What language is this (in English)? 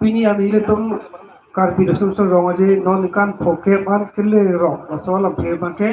Karbi